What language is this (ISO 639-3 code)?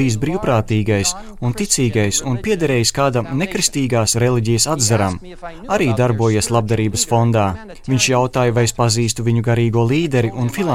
lav